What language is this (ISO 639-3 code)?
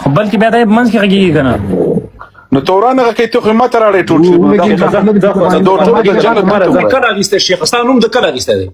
pus